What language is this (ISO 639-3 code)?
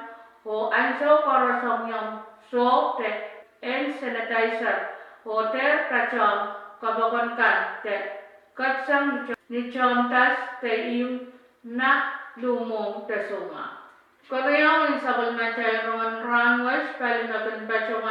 pon